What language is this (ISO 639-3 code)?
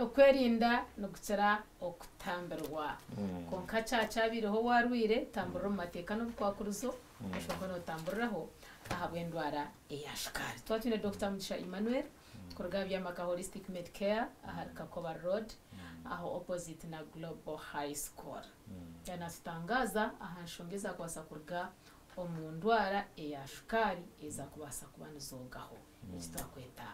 nyn